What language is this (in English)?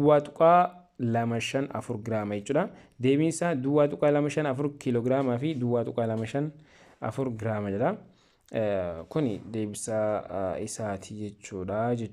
Oromo